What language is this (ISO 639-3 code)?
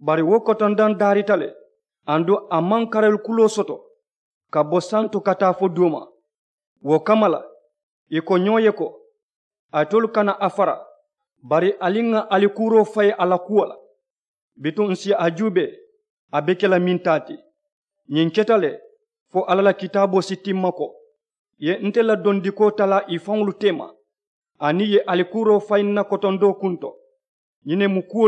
man